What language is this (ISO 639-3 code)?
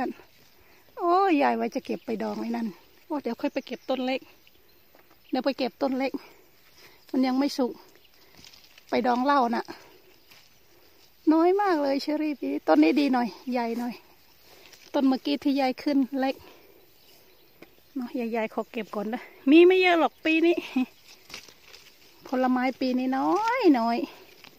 tha